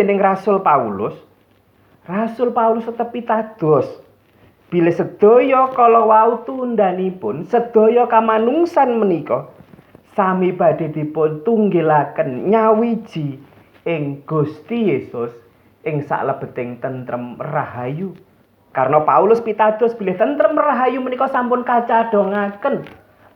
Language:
Javanese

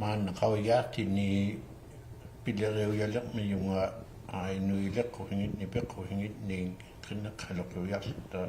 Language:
Inuktitut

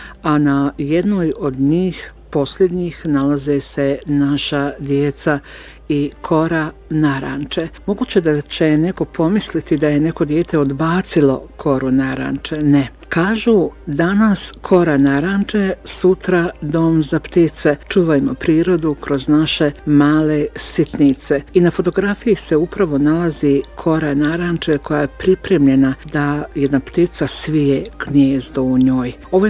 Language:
Bosnian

